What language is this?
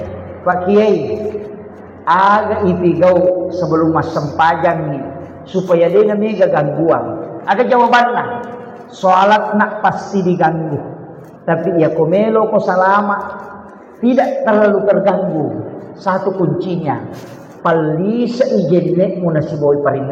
Buginese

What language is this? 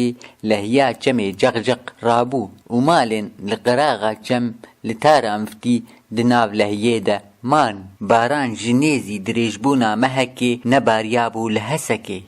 Kurdish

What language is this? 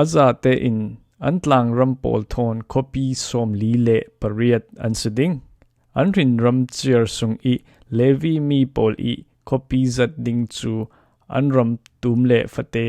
Falam Chin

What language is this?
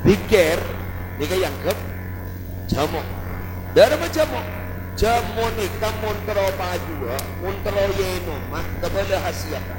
Madurese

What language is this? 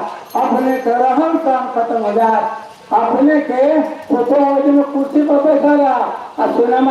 Magahi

